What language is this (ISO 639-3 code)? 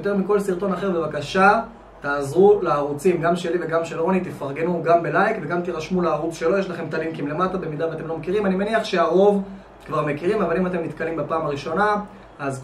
heb